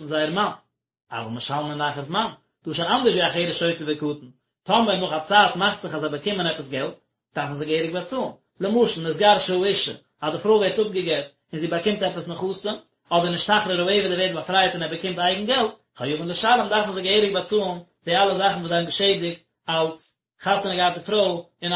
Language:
Yiddish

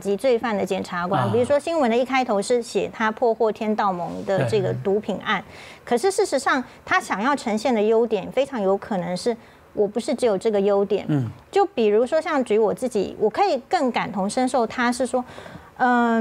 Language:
Chinese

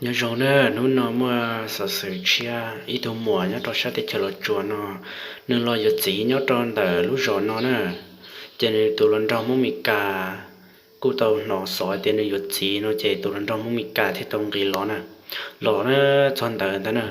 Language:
Hmong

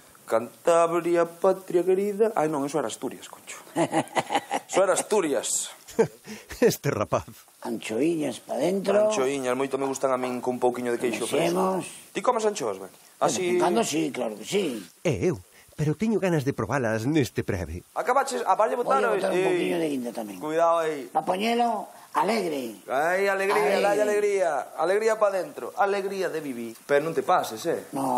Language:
Galician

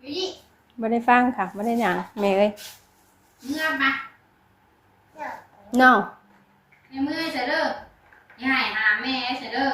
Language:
Northeastern Thai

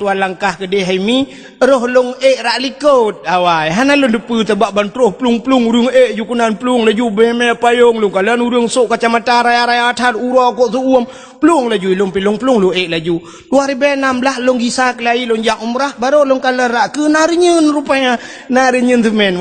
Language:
Achinese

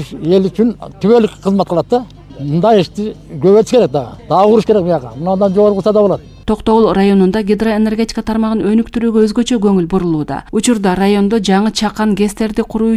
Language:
Kyrgyz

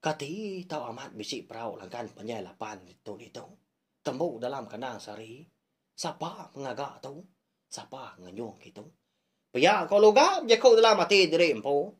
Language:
Iban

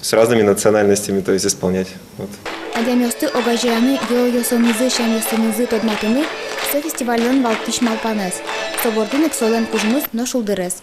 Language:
Udmurt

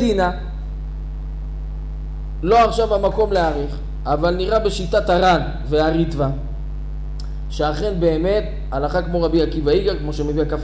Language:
Hebrew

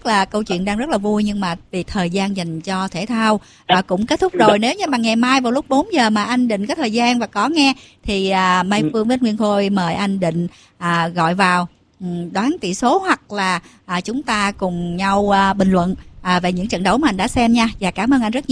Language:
Vietnamese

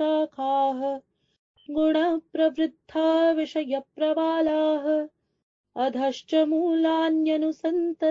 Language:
Sanskrit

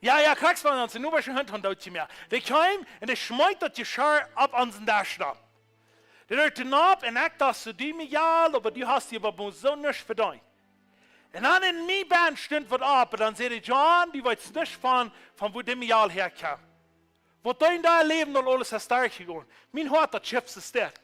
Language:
Plautdietsch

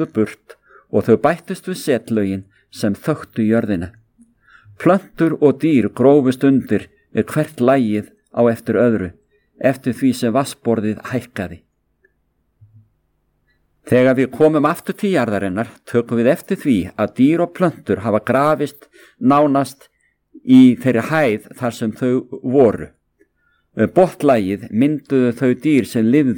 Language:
Icelandic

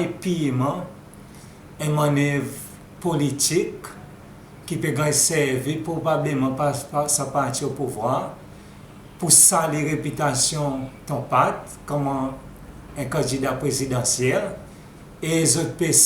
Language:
Seselwa Creole French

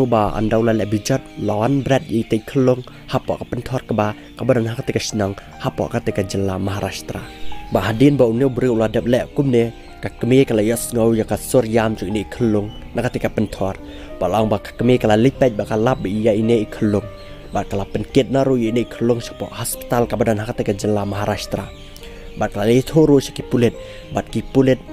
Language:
Khasi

